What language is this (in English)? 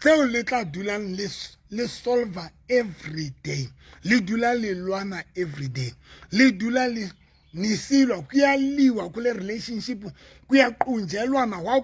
Southern Sotho